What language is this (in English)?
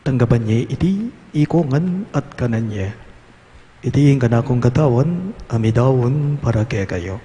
Pampanga